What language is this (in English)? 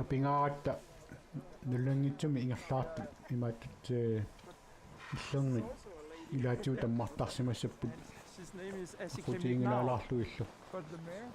Kalaallisut